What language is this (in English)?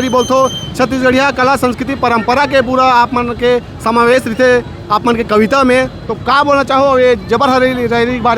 Chhattisgarhi